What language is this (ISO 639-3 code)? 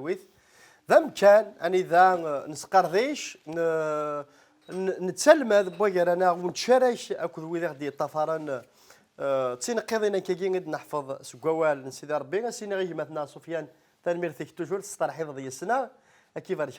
kab